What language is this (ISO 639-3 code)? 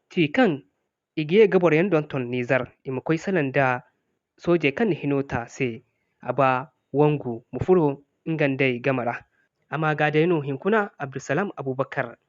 dje